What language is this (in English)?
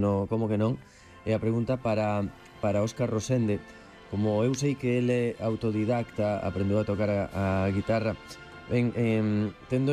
Galician